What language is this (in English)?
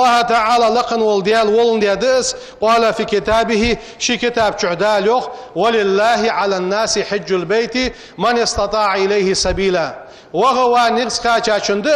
Ingush